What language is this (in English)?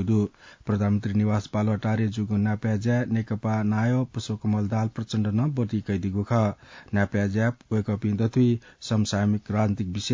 Newari